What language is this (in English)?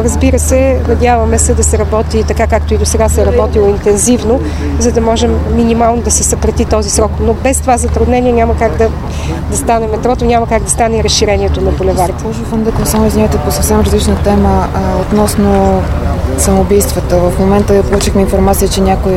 Bulgarian